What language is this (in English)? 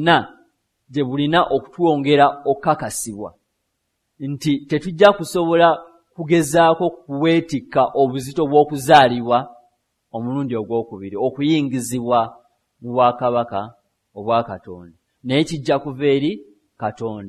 Ganda